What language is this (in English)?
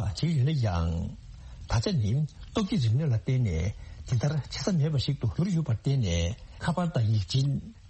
Tibetan